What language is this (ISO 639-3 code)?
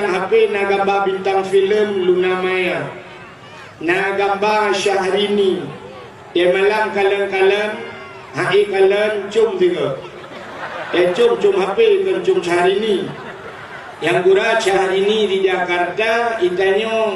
ace